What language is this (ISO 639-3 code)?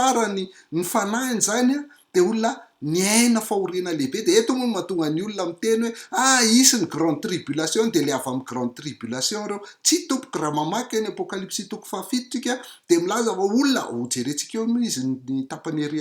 mlg